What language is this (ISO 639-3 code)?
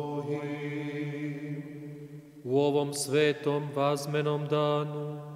hrv